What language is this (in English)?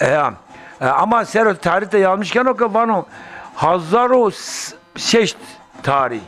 Zaza